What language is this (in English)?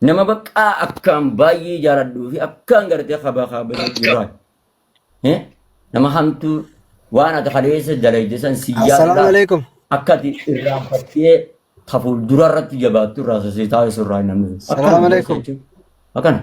Oromo